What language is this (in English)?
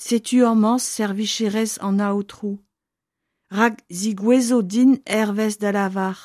Breton